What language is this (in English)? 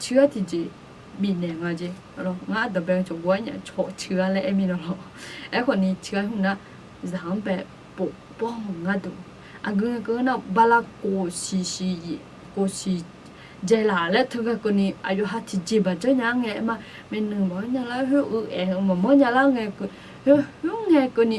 Akha